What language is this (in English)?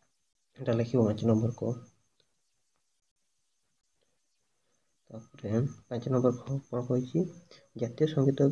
Odia